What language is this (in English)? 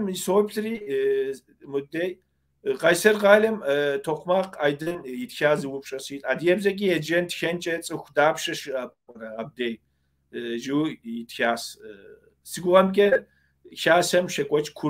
Kabardian